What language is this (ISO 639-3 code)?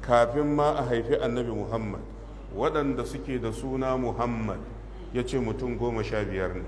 hau